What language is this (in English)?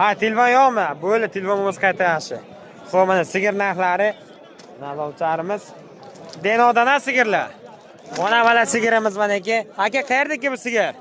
Uzbek